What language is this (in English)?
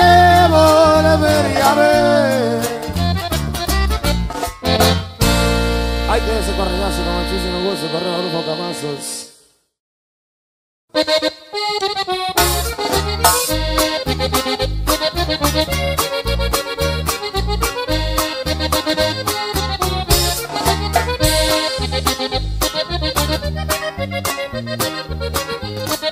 Spanish